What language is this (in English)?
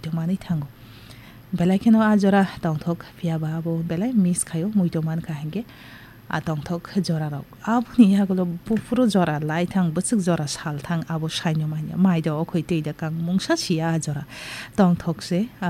Kok Borok